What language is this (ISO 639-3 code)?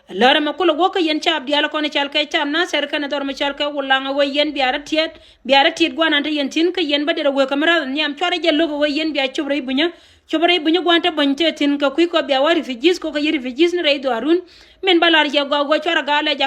nus